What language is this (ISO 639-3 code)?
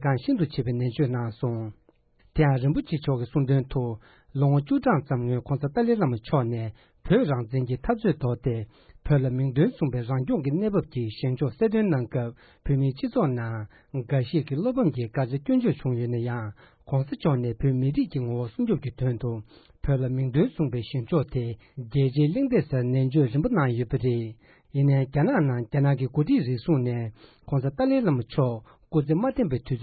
bod